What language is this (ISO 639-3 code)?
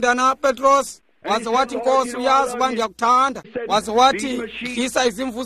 xho